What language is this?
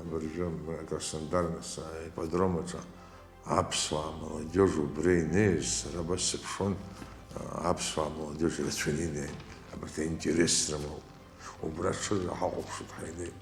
Abkhazian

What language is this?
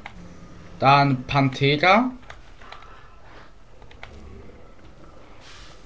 German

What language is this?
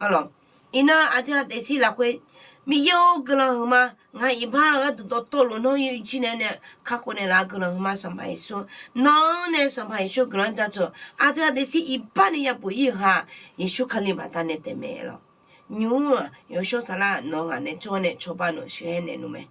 Akha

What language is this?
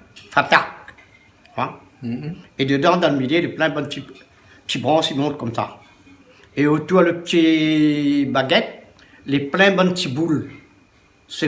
Réunion Creole French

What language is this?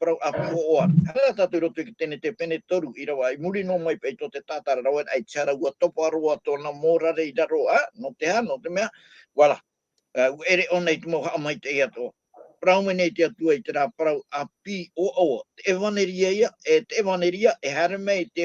Tahitian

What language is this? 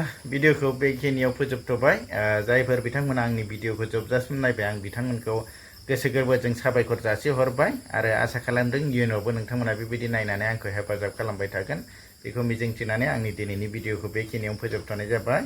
Bodo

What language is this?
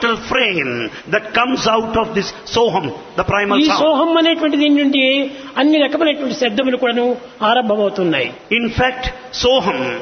Telugu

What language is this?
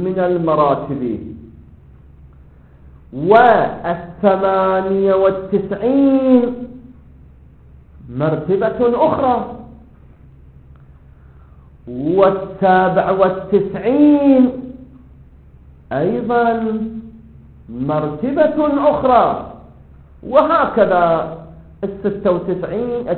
Arabic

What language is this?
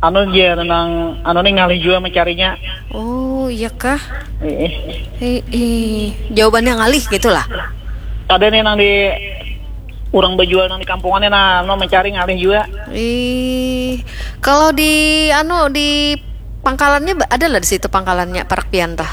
Banjar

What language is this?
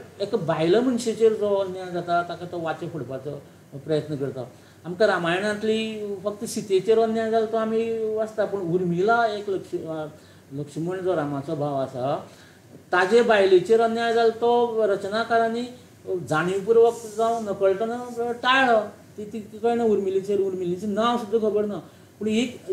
Konkani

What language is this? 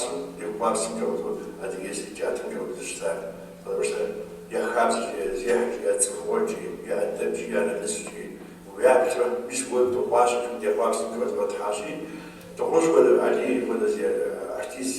Kabardian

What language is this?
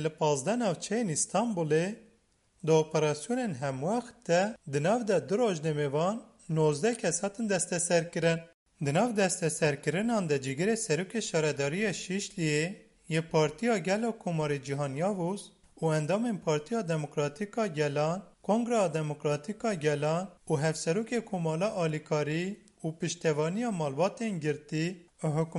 Kurdish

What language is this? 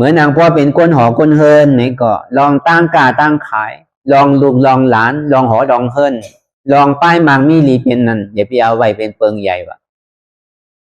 Shan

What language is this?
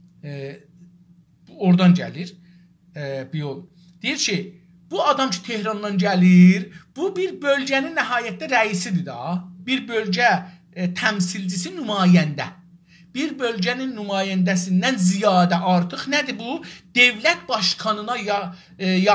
South Azerbaijani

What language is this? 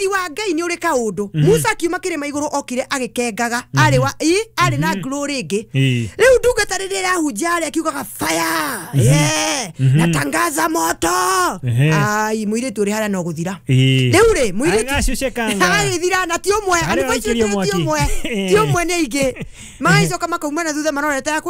Kikuyu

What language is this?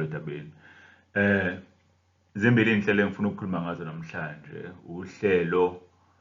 Zulu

